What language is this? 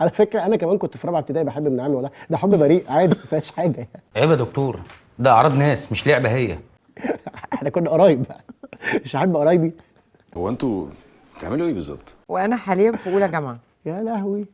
Egyptian Arabic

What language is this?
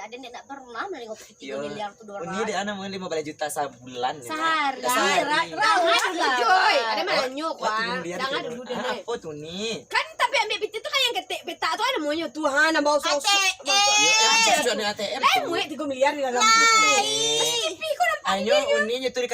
Minangkabau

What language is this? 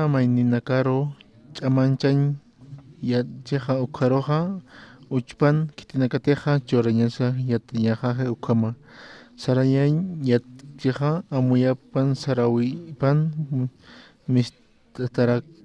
Aymara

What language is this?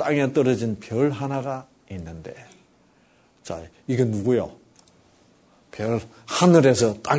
Korean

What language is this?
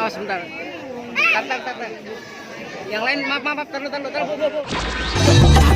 Betawi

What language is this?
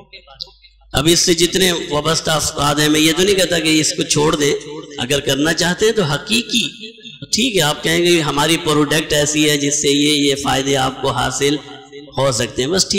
Urdu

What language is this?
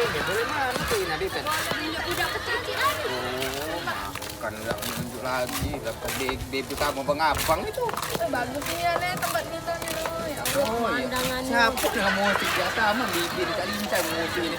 Musi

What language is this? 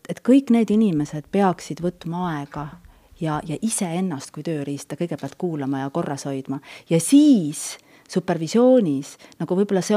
Estonian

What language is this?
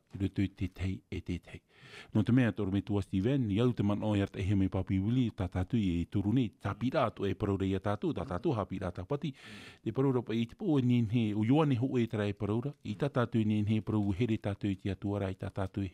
Tahitian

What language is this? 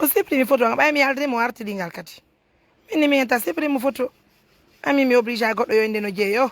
Pular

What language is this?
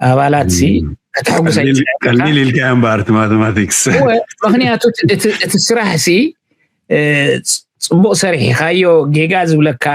Tigrinya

